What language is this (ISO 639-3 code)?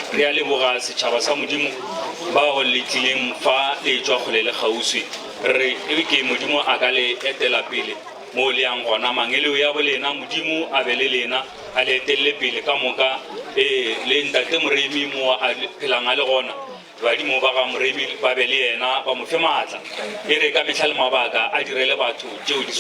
nso